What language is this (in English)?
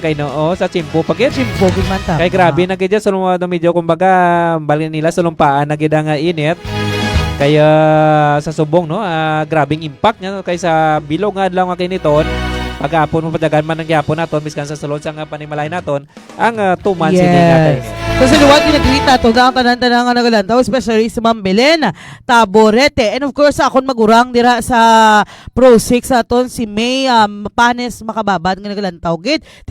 Hiligaynon